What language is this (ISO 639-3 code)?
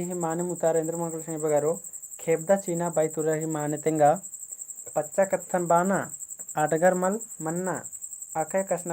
kru